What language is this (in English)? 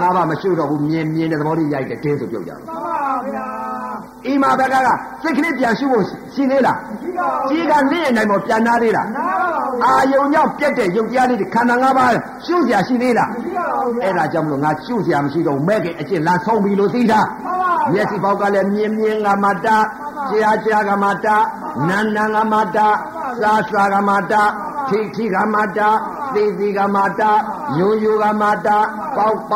Burmese